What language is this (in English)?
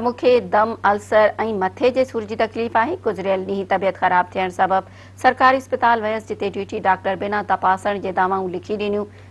Sindhi